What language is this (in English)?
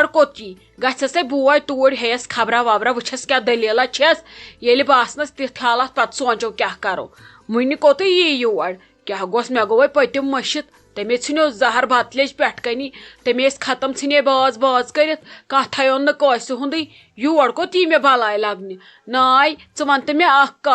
Kashmiri